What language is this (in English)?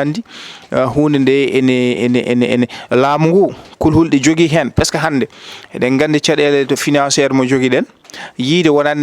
Fula